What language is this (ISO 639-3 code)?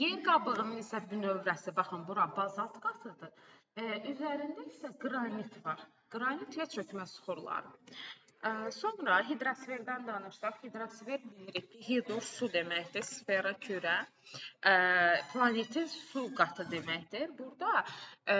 aze